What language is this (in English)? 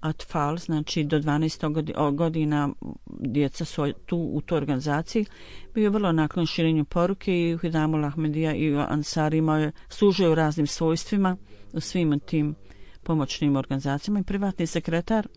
Bosnian